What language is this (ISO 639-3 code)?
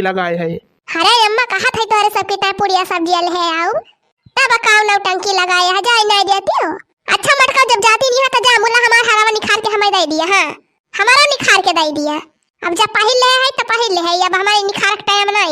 awa